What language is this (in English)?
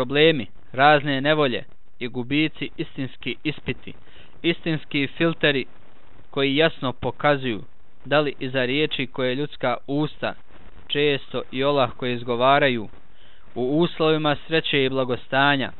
Bosnian